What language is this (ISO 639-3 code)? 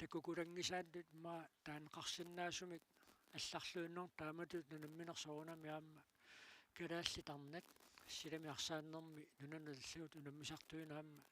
kal